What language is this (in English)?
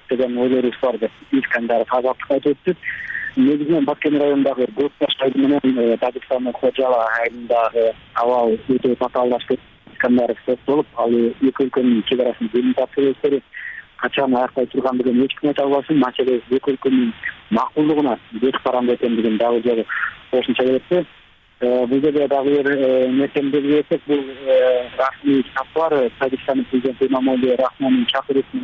Kyrgyz